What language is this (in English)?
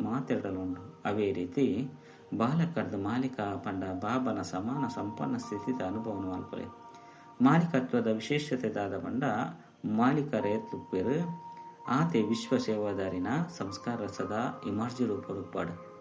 Tulu